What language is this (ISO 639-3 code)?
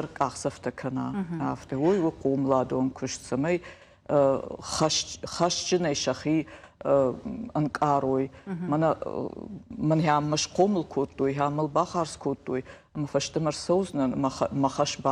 oss